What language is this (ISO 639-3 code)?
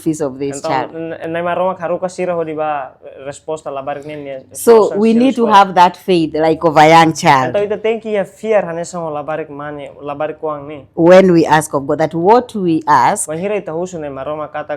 tet